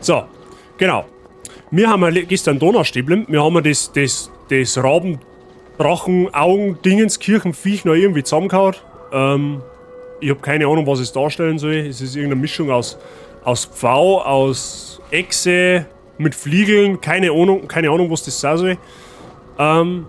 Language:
Bavarian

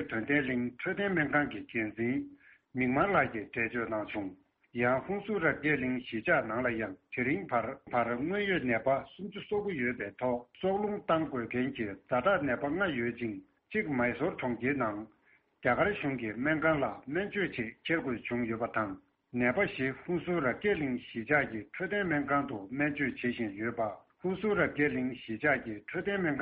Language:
Tibetan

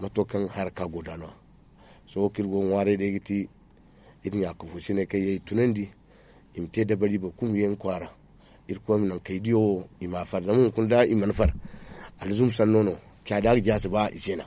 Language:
Zarma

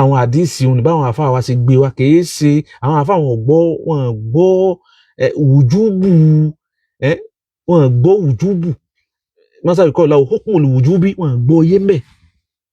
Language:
Yoruba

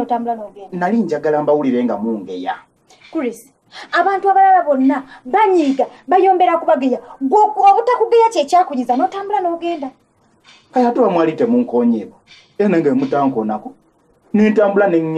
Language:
Ganda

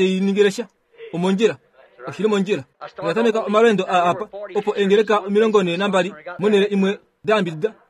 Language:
Kuanyama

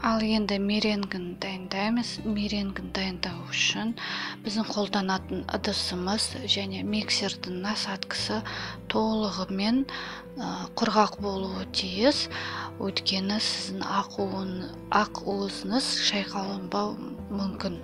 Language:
Kazakh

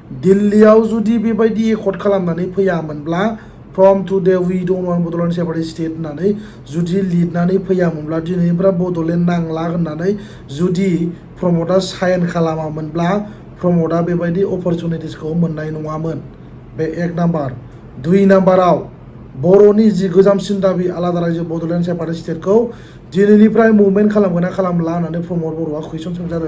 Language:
Bodo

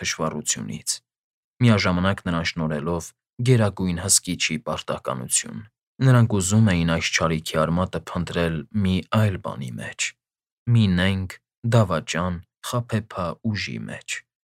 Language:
Armenian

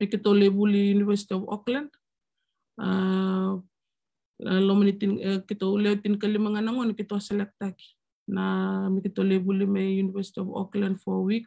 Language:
Fijian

